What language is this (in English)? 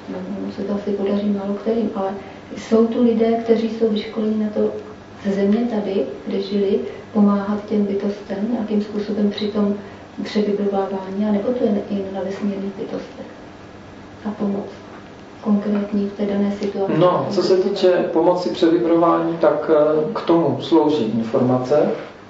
Czech